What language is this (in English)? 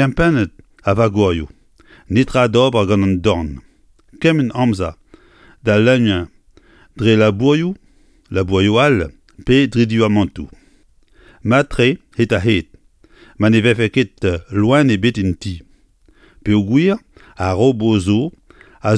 Breton